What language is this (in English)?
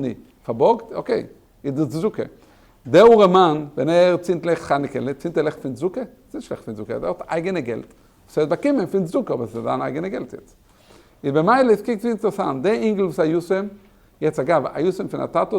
Yiddish